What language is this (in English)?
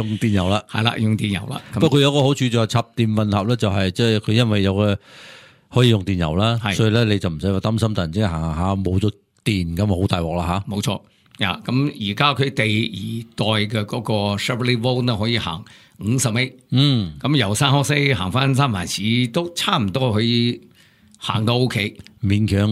Cantonese